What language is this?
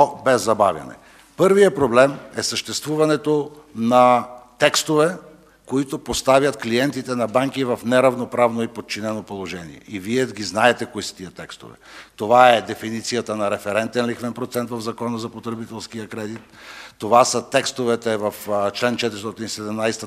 Bulgarian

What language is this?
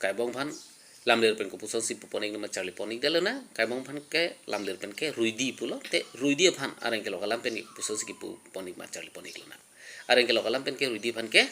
Karbi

